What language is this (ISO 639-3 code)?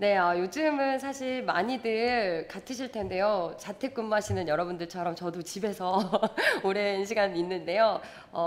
kor